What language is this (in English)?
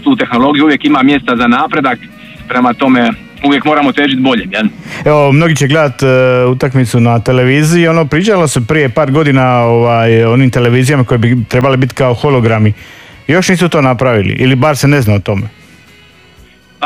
Croatian